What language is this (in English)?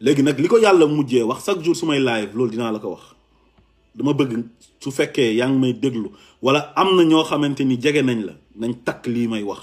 Wolof